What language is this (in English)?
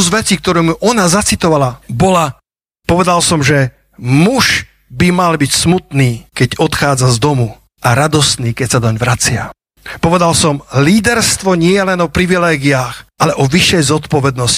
Slovak